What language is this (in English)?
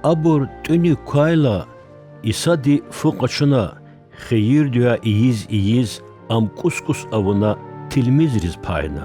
Lezghian